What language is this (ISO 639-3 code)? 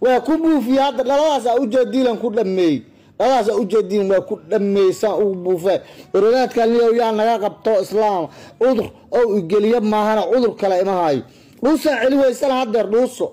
som